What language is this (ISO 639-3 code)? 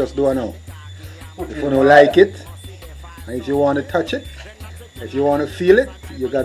jam